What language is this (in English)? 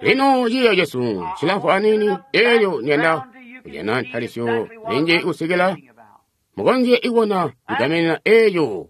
Tonga (Zambia)